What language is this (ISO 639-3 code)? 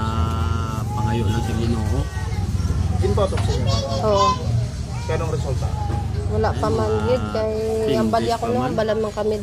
hil